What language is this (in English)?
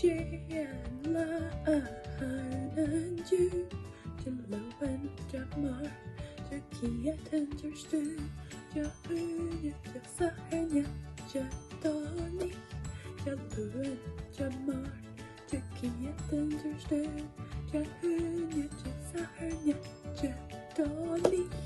Scottish Gaelic